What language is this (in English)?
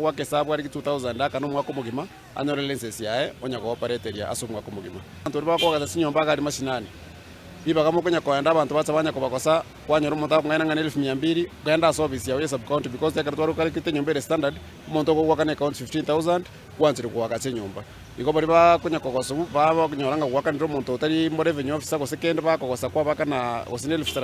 Gusii